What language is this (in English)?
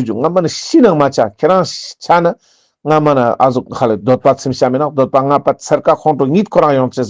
Ladakhi